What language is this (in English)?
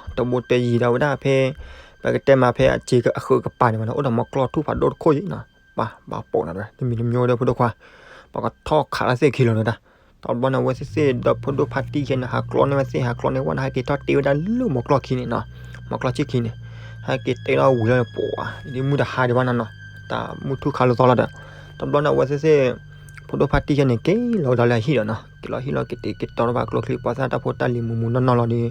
S'gaw Karen